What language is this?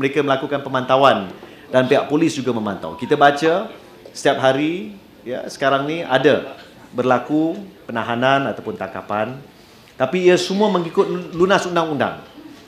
Malay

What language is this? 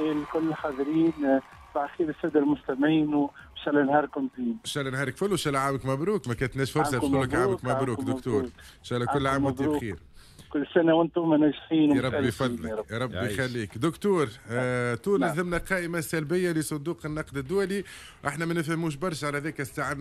Tunisian Arabic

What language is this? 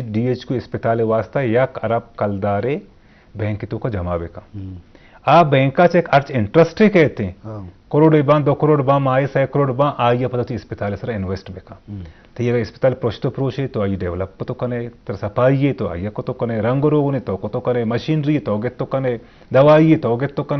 Baluchi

